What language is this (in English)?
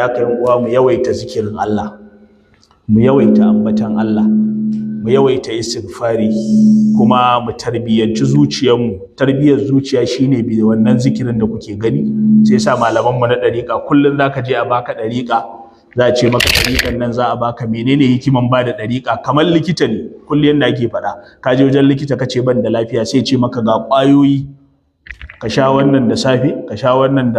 Hausa